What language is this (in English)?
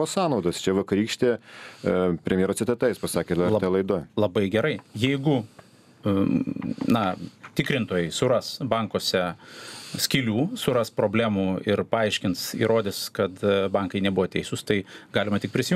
Lithuanian